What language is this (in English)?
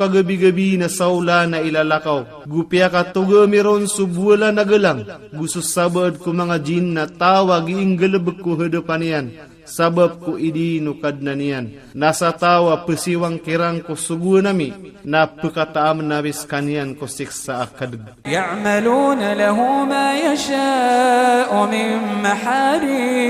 Iranun (Philippines)